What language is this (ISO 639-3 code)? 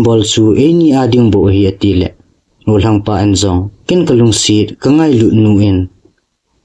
tcz